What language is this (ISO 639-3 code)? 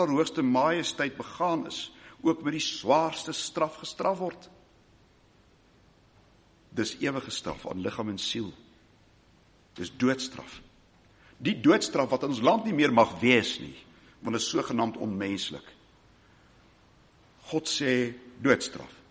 afr